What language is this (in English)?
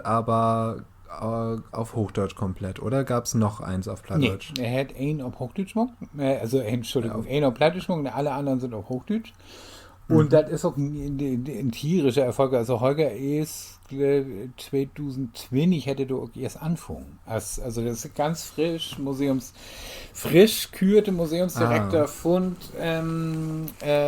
Low German